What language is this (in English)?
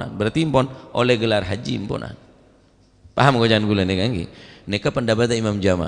Madurese